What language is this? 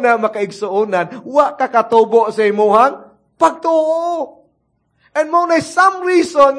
Cebuano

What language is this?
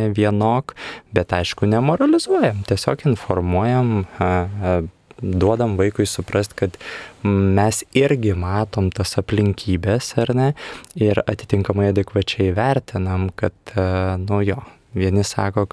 Lithuanian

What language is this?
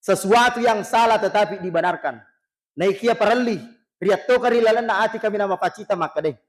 Buginese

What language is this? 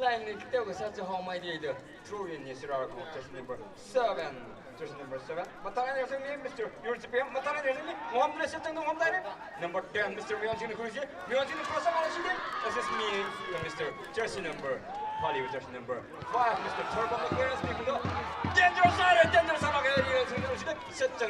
Tangkhul Naga (India)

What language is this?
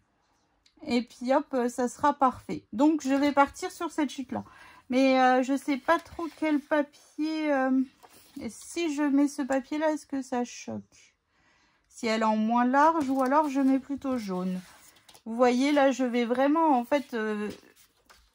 French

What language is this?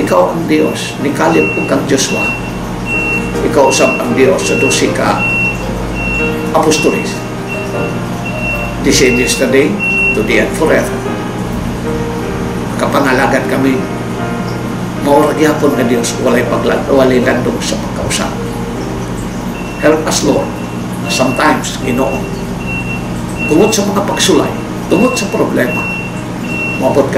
Cebuano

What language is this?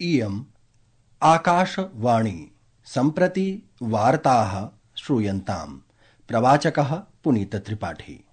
Sanskrit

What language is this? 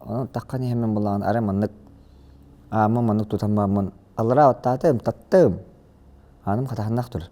Yakut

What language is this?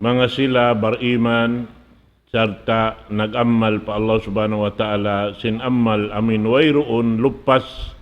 Tausug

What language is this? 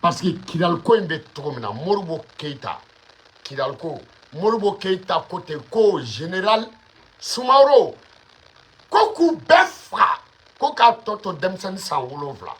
Bambara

